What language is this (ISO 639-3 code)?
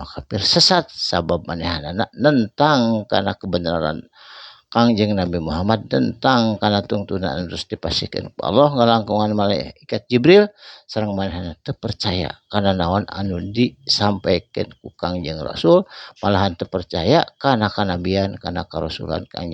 sun